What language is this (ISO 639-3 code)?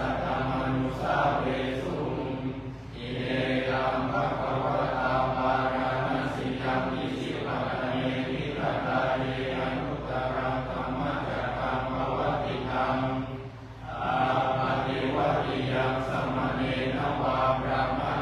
pli